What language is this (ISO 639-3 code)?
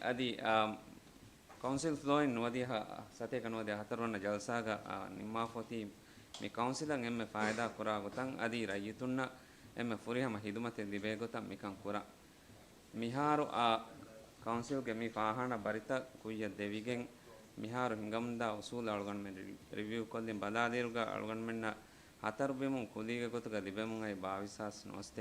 div